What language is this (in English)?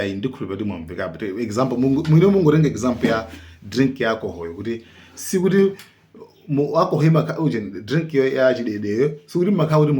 Nyanja